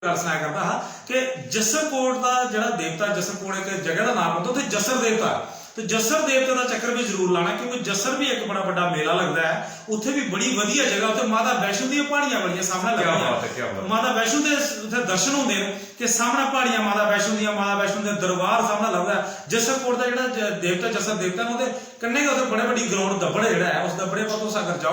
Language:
Dogri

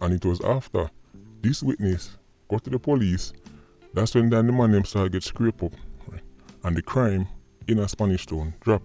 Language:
Jamaican Creole English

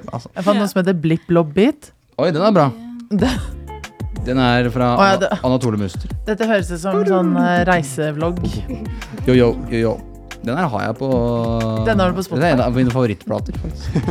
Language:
Norwegian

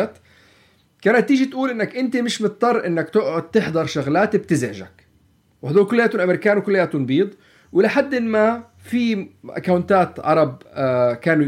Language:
North Levantine Arabic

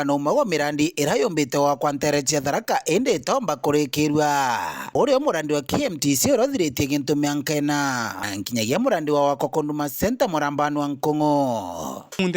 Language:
Meru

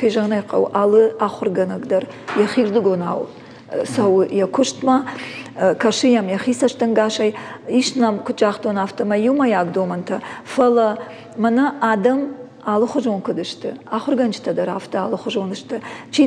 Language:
Ossetic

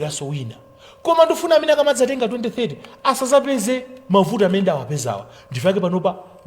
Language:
Nyanja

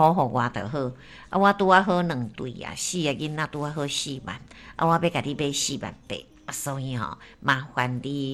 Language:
Min Nan Chinese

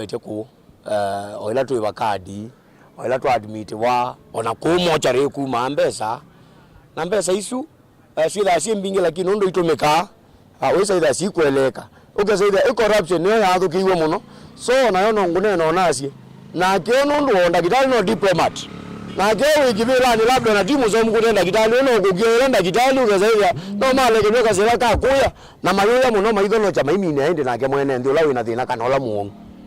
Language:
Kamba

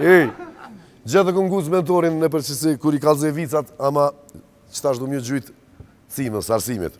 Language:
Albanian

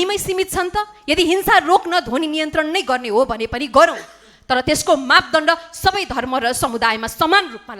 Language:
Nepali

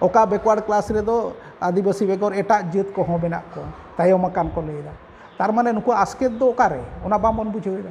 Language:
Santali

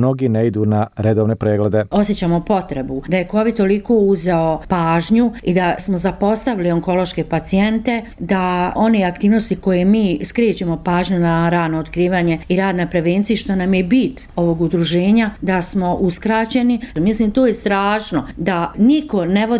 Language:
Croatian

